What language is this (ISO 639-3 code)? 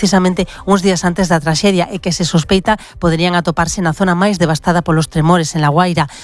glg